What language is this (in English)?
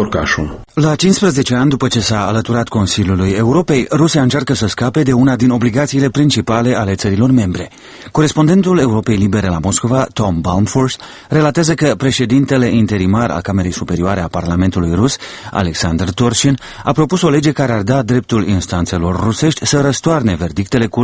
Romanian